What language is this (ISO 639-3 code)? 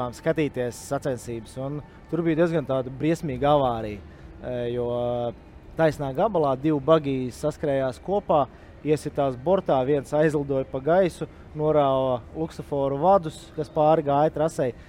lav